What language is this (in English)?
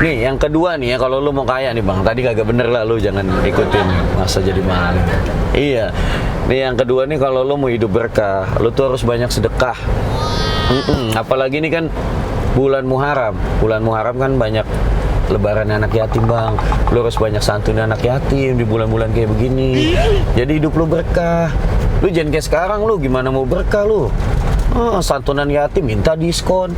Betawi